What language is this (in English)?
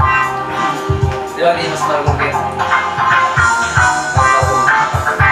Filipino